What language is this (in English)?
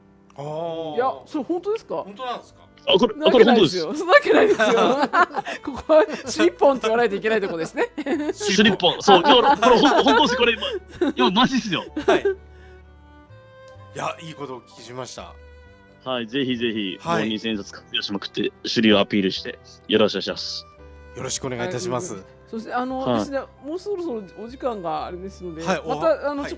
Japanese